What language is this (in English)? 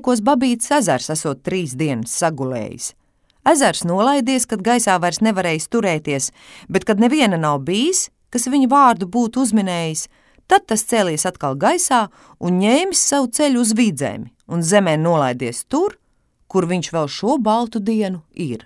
Latvian